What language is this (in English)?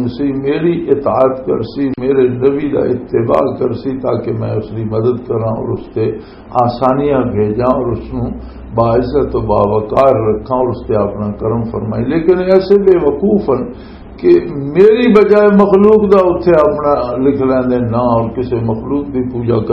Western Panjabi